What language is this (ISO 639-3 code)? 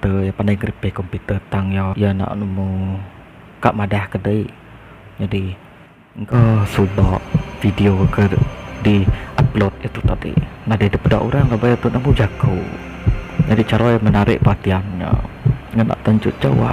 iba